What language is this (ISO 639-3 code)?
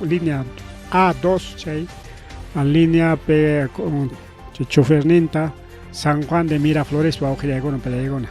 quy